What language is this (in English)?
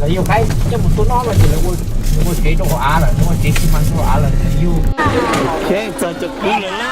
Hmong